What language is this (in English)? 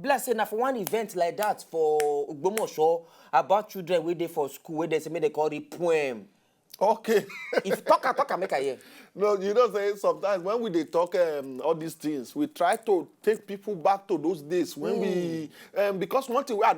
Nigerian Pidgin